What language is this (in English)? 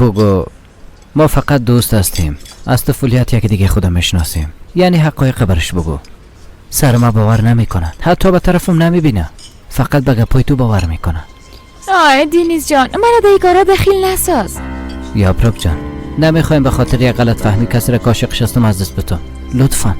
Persian